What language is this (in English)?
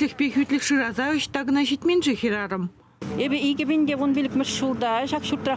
Chuvash